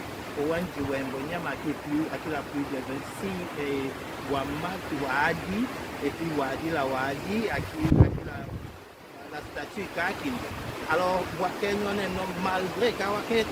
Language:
Tetela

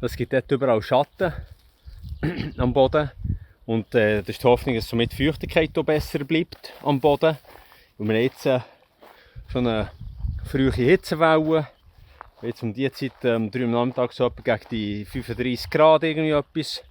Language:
Swiss German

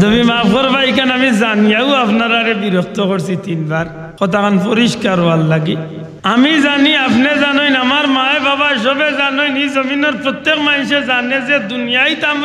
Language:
Sylheti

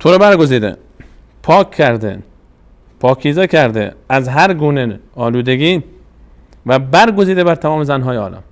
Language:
Persian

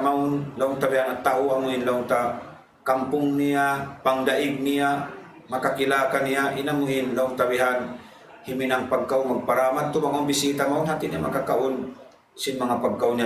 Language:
Tausug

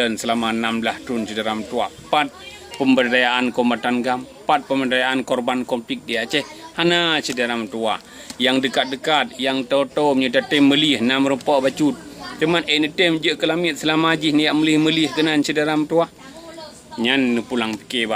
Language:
Achinese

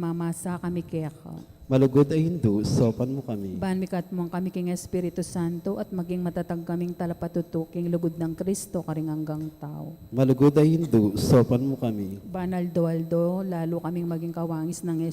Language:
Pampanga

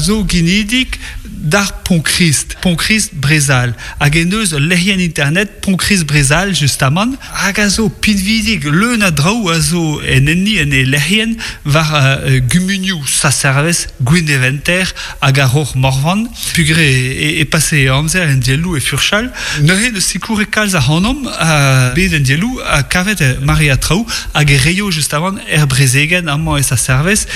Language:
Breton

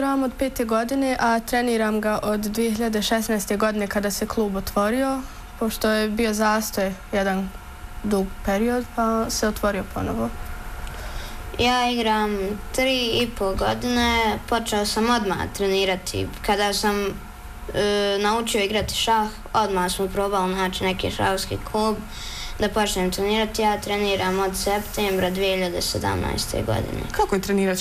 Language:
Bosnian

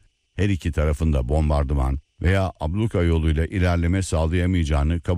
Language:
Turkish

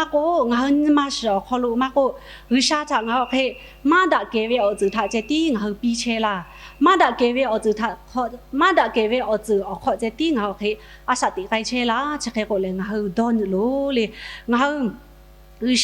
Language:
Lahu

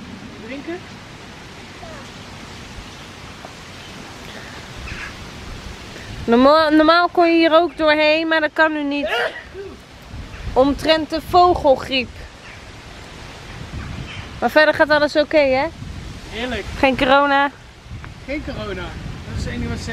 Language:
Dutch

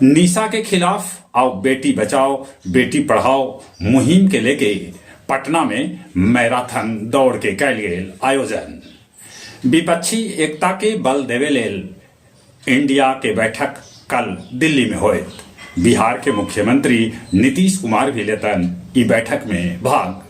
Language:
Magahi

